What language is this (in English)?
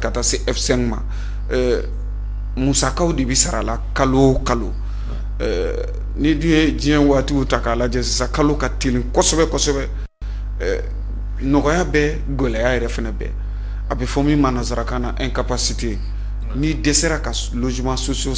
Bambara